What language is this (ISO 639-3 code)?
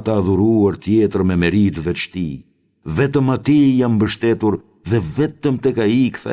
sqi